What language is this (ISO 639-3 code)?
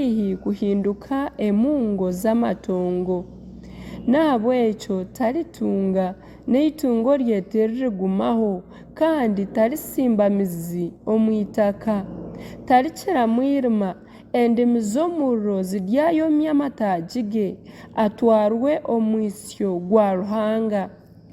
nyn